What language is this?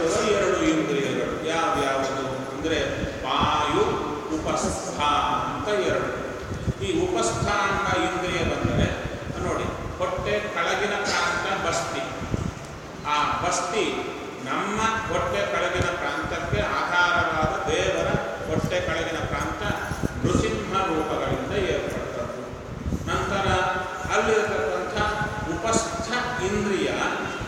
Kannada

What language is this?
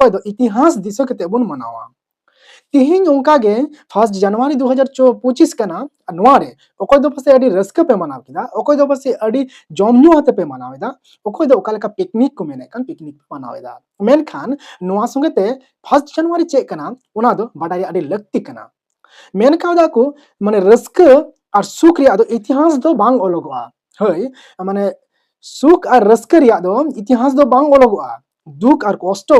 Santali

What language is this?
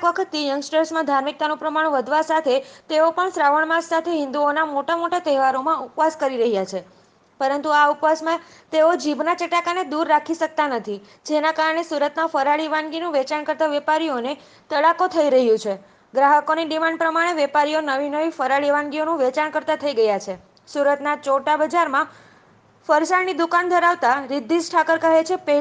Gujarati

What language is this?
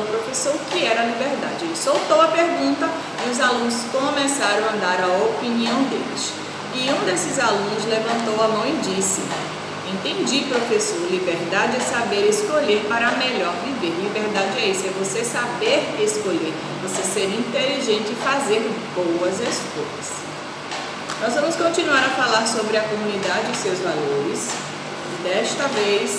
Portuguese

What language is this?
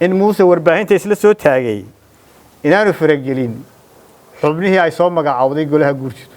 Somali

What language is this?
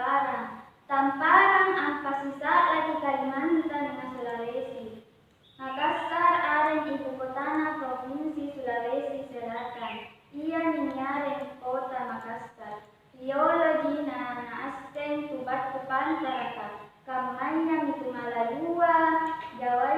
Makasar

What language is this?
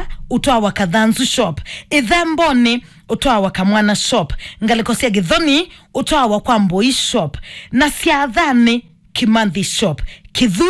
Kamba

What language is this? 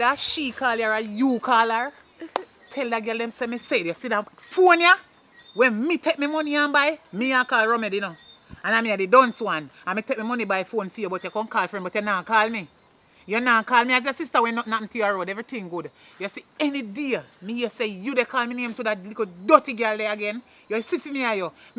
Jamaican Creole English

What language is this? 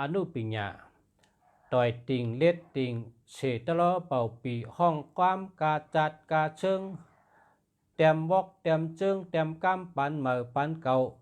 Shan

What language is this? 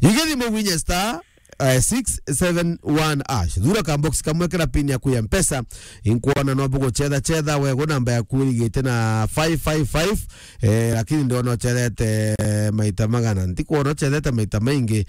Meru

